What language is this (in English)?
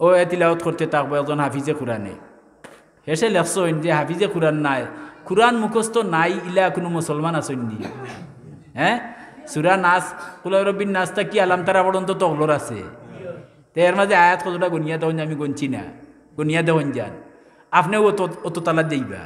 Sylheti